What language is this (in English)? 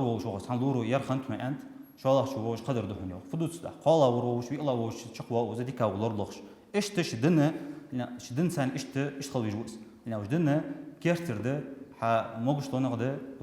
Ingush